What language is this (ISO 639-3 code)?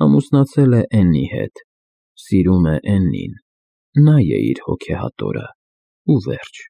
hye